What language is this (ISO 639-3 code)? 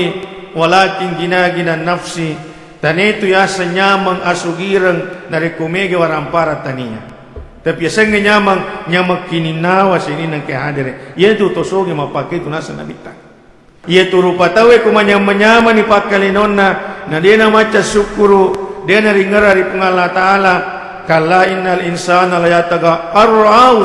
bug